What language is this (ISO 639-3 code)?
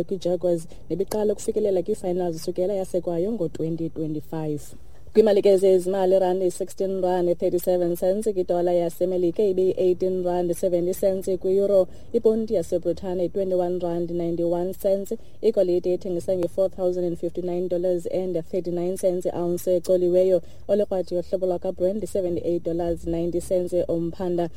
xho